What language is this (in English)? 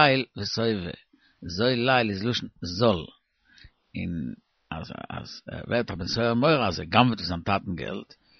Yiddish